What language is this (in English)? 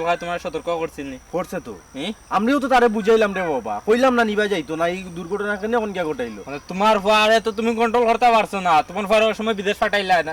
Sylheti